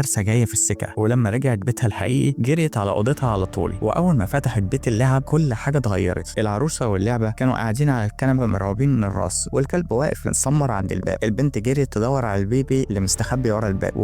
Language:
Egyptian Arabic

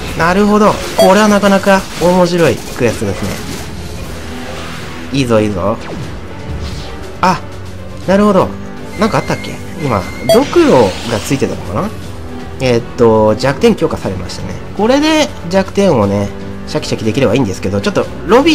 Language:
Japanese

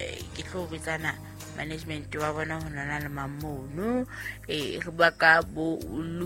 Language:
Southern Sotho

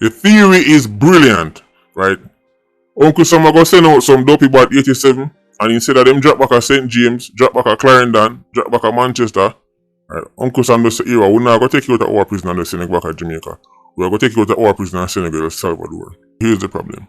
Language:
Jamaican Creole English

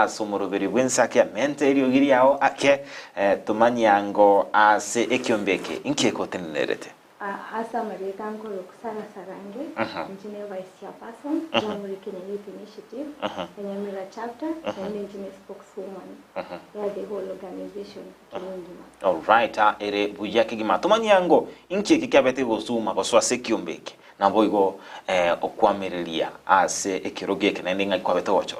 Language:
Gusii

